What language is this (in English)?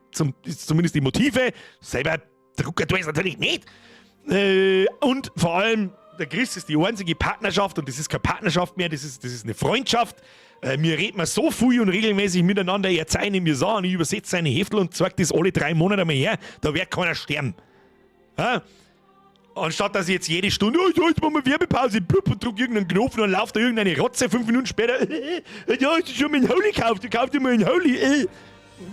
Bavarian